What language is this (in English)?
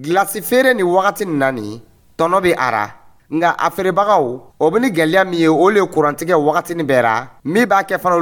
Dyula